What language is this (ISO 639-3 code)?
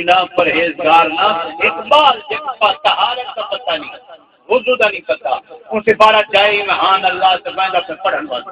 skr